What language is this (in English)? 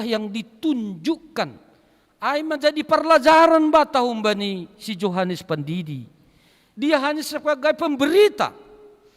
Batak Simalungun